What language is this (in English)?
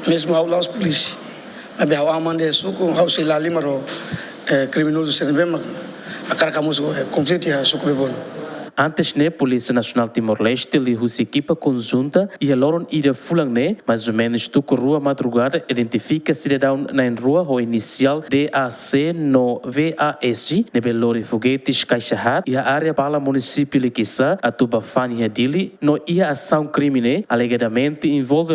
Tetum